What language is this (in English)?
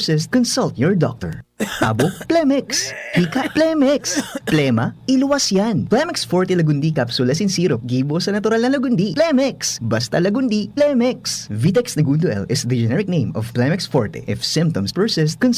Bikol